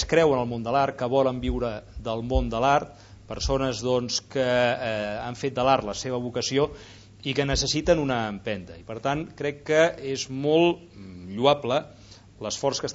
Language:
Catalan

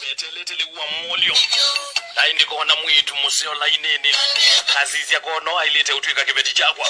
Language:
Kamba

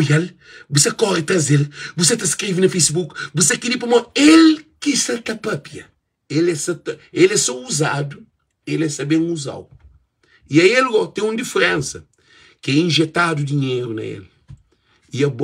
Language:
Kabuverdianu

